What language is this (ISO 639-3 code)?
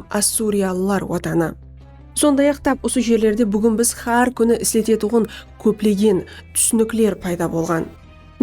kaa